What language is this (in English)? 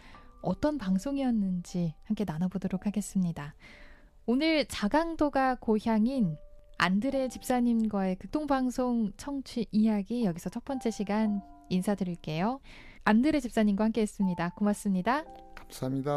Korean